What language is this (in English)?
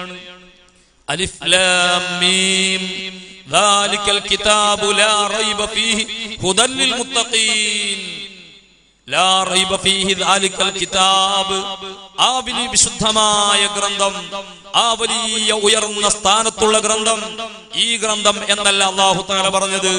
Malayalam